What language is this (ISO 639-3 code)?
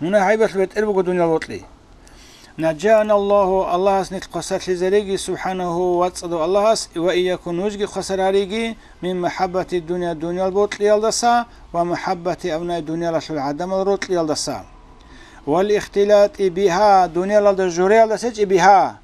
ava